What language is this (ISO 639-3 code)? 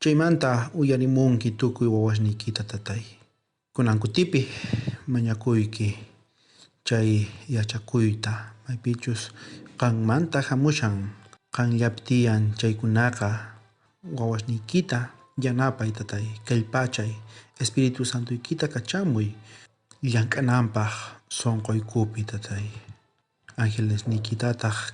quh